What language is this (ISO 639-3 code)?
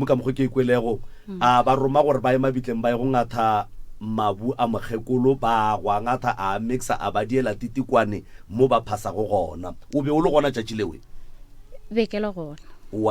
nso